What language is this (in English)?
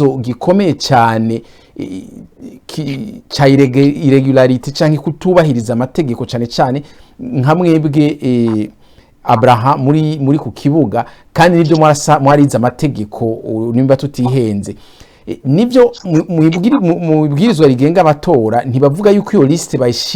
Rundi